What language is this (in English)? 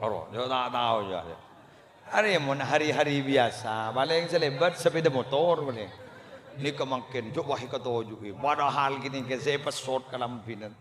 Madurese